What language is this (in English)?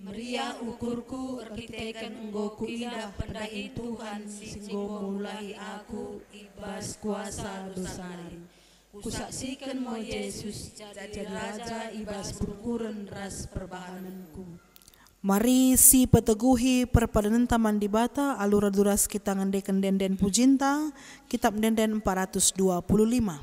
Batak Karo